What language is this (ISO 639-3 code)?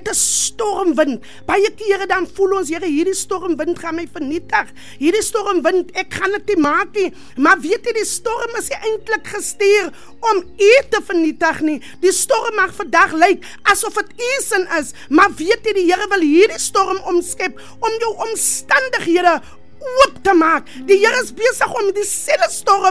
afr